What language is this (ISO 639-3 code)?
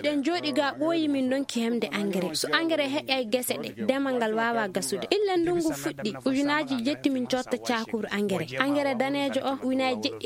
ffm